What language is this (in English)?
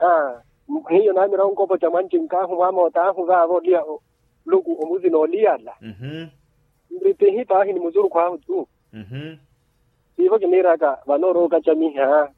Makhuwa